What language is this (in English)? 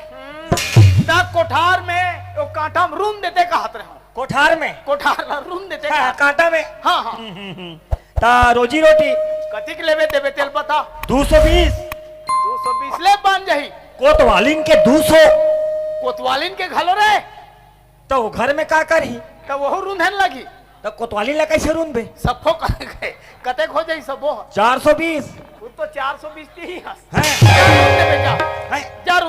Chhattisgarhi